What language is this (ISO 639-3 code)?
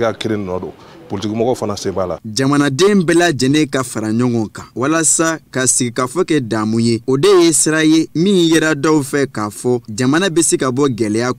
bam